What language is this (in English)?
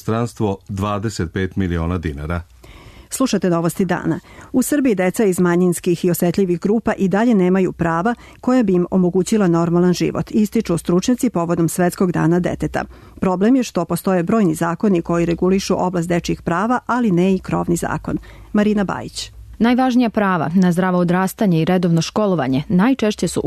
Serbian